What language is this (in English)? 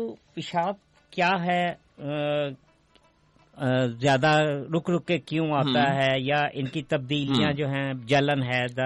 Urdu